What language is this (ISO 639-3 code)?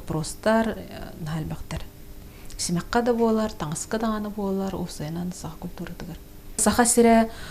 sah